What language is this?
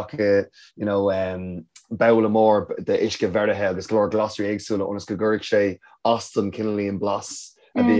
Irish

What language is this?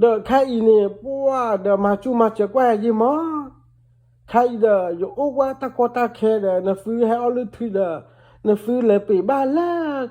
S'gaw Karen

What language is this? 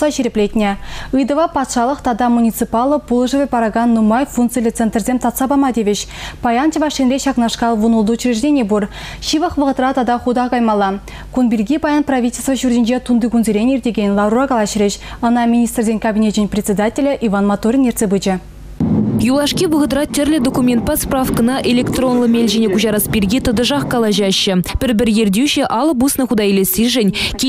Chuvash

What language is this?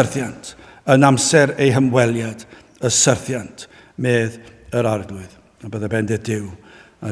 Welsh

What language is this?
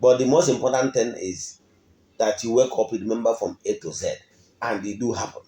Igbo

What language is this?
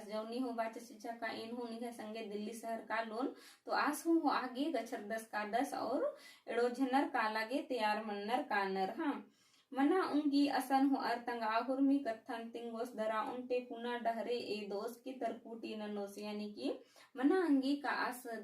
Kurukh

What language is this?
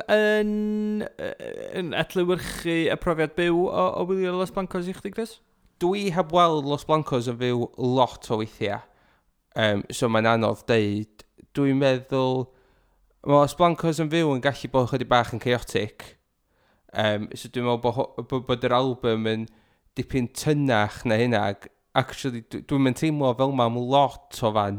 Welsh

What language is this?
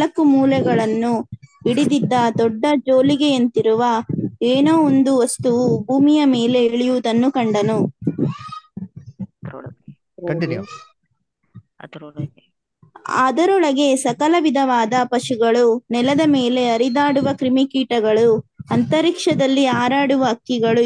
Kannada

